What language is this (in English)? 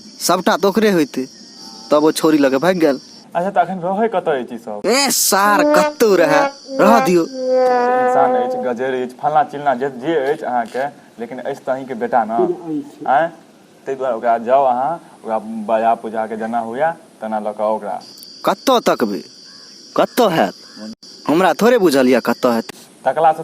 Maithili